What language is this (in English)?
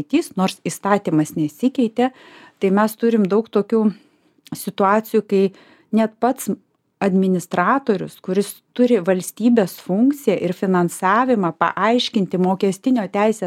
Lithuanian